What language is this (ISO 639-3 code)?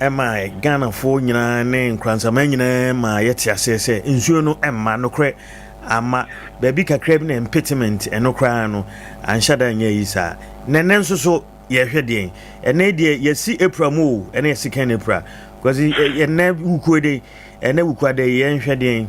aka